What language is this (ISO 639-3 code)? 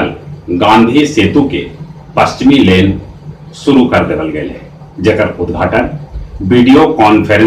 mag